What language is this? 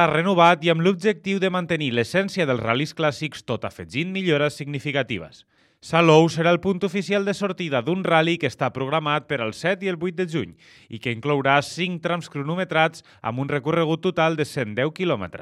Catalan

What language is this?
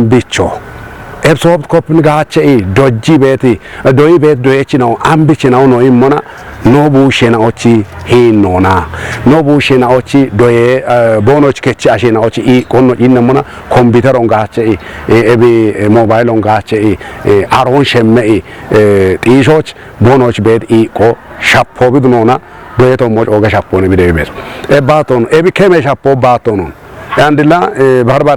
Kafa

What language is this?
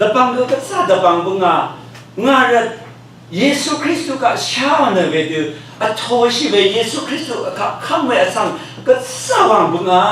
Rawang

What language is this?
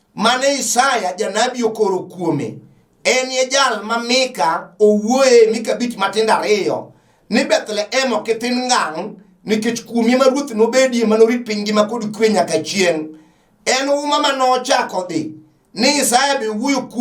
Luo (Kenya and Tanzania)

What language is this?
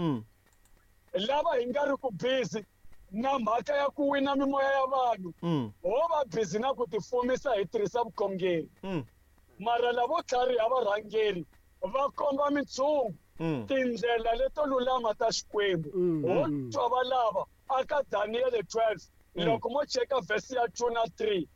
Tsonga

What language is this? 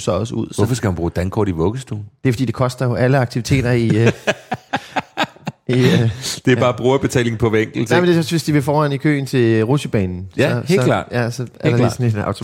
Danish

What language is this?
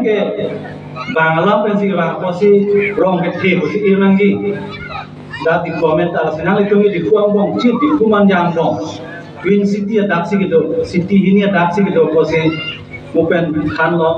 Karbi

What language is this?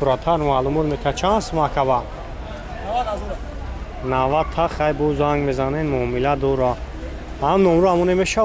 Tajik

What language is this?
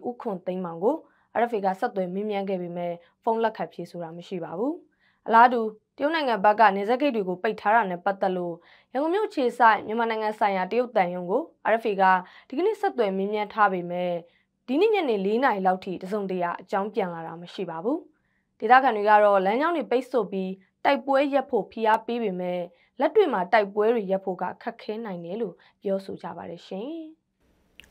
Burmese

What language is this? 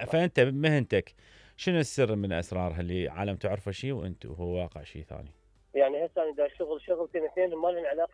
Mesopotamian Arabic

